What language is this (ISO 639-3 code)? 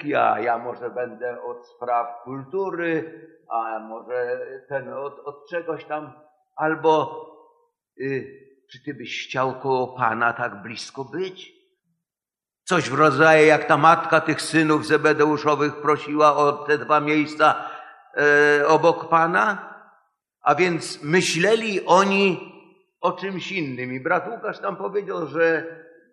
pol